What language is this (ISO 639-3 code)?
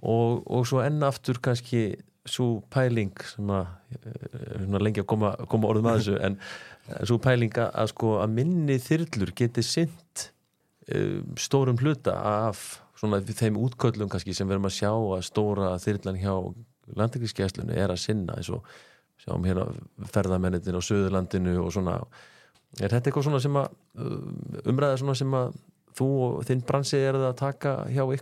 isl